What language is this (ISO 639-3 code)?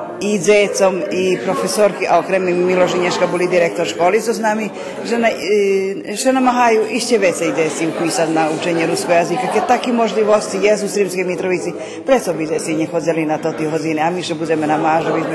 rue